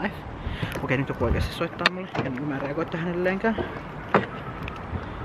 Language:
Finnish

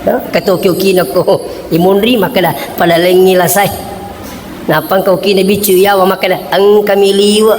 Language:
Buginese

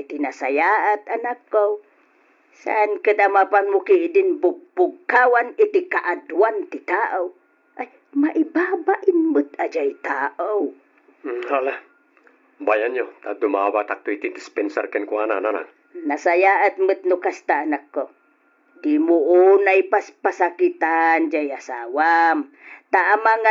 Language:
Iloko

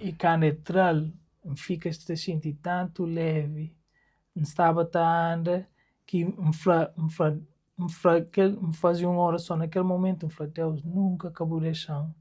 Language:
Kabuverdianu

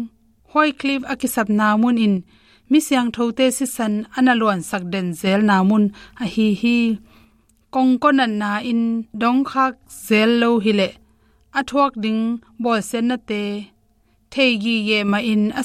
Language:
Tedim Chin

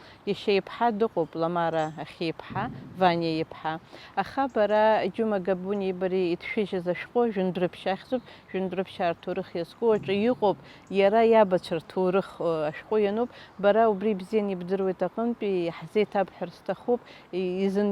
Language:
Abkhazian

